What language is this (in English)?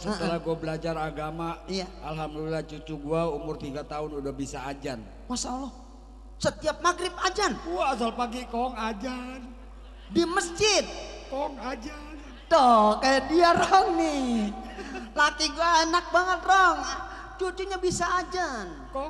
Betawi